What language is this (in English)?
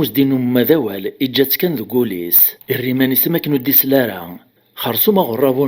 Kabyle